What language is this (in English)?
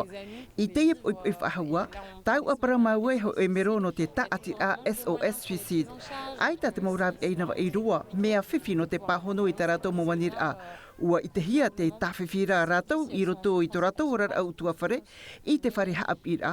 Tahitian